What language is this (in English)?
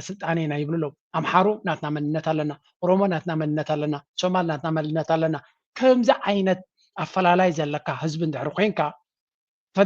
Tigrinya